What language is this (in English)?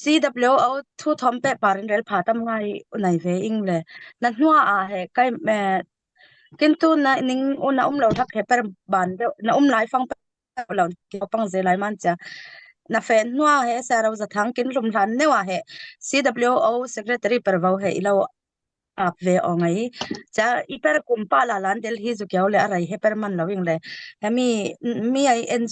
Falam Chin